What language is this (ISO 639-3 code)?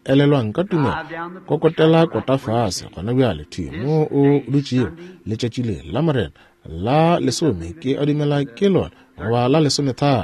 nso